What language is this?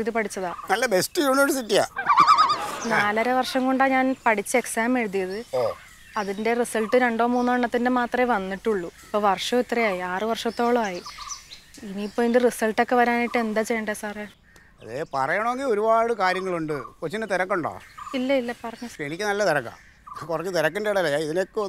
Malayalam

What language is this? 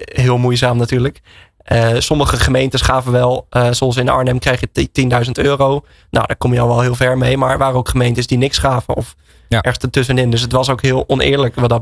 Dutch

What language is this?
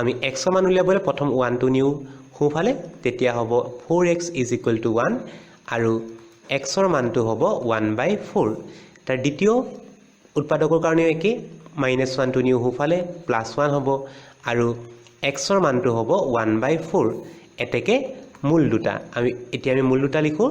Assamese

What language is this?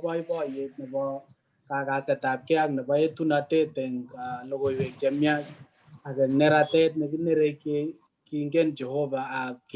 Kalenjin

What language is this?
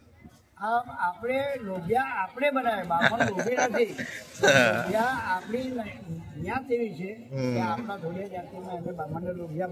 Gujarati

